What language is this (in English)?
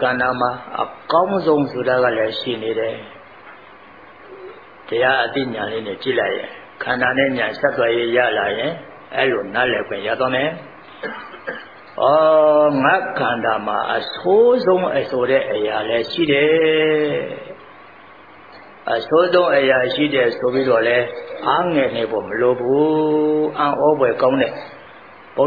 Burmese